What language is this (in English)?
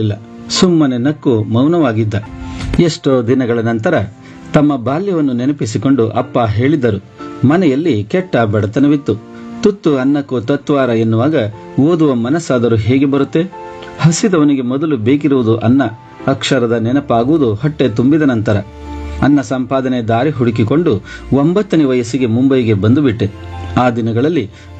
Kannada